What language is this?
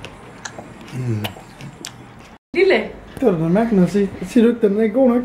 Danish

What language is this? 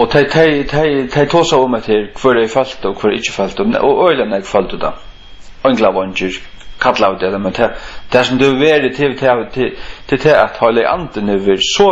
Faroese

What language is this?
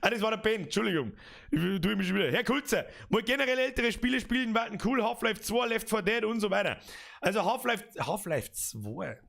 Bavarian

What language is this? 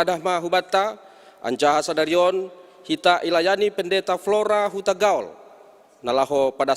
Batak Simalungun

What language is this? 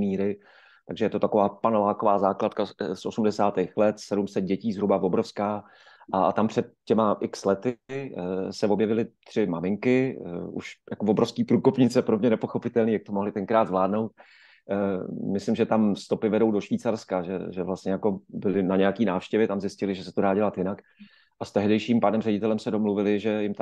Czech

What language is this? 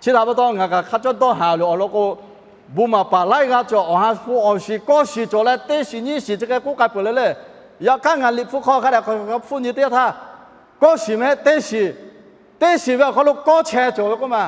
Lahu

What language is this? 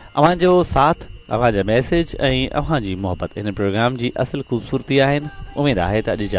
Sindhi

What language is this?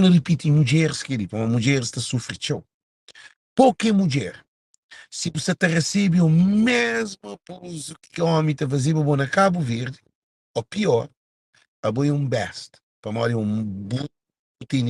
Kabuverdianu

